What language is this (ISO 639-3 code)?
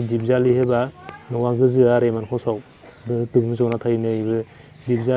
brx